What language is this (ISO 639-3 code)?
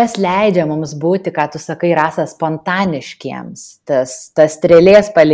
lit